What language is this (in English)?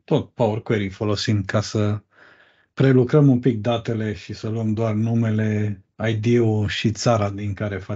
Romanian